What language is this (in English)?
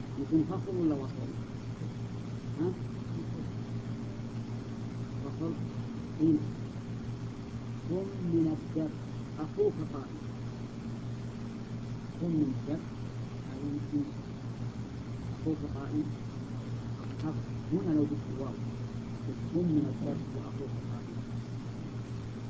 Arabic